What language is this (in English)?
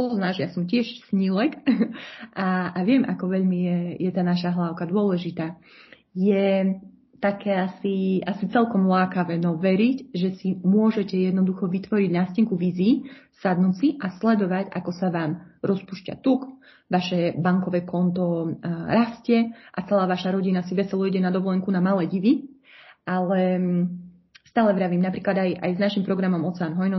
Slovak